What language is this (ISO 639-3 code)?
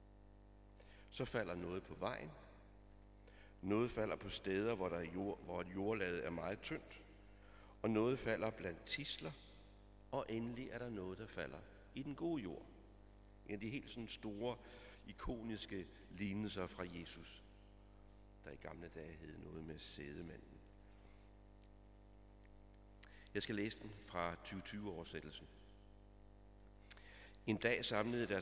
dan